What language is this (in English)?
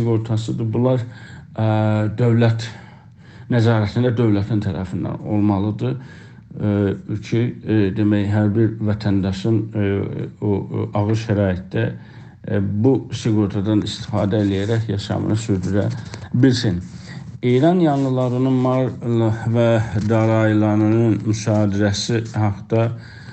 South Azerbaijani